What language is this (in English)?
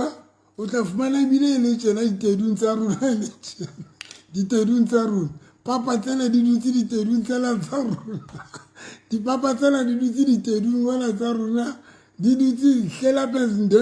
Southern Sotho